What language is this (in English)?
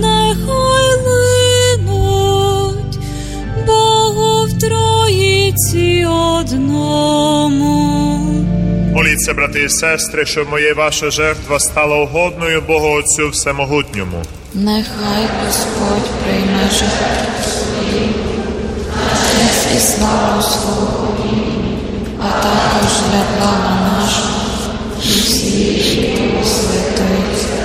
Ukrainian